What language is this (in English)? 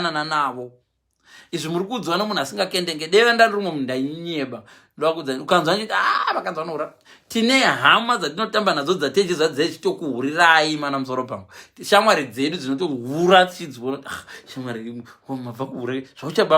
Shona